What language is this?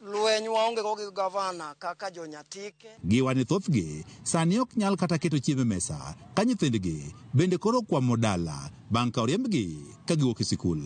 Luo (Kenya and Tanzania)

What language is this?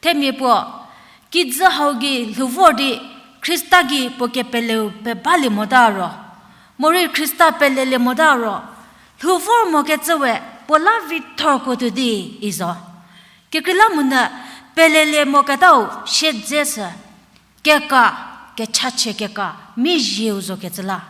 Angami Naga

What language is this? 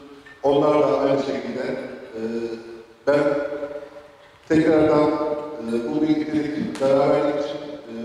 Turkish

